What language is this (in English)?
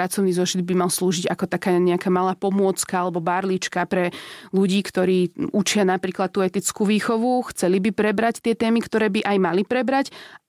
Slovak